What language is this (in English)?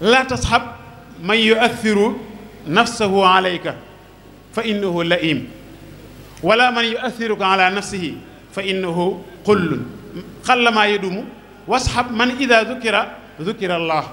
Wolof